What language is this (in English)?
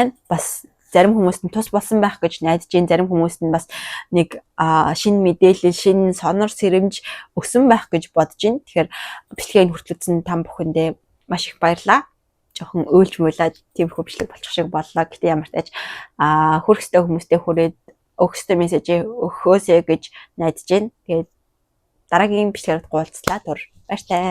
Mongolian